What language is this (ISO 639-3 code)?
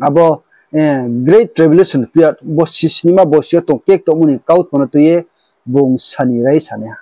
ria